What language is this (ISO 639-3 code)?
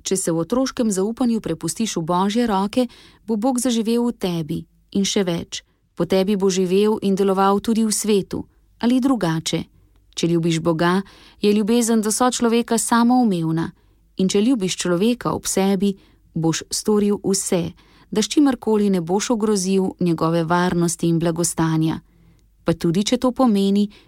slv